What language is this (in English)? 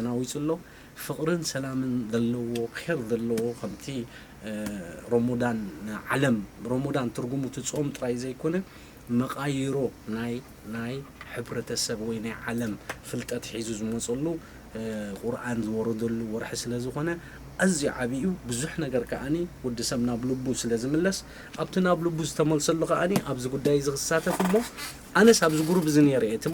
Tigrinya